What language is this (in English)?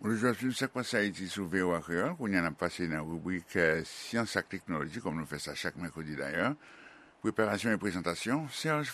Haitian Creole